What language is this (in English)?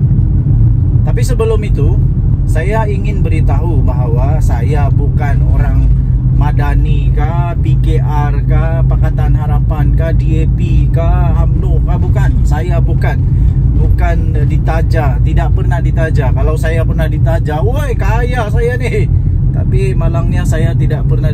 Malay